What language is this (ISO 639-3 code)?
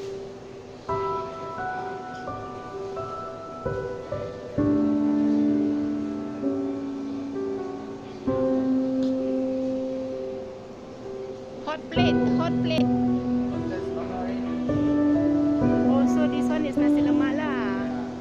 msa